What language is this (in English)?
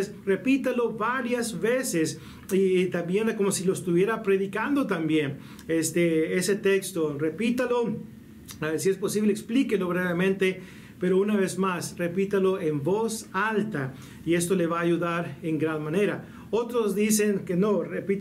Spanish